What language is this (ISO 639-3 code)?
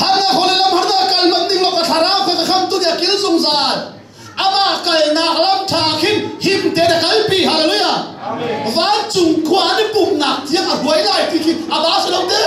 cnh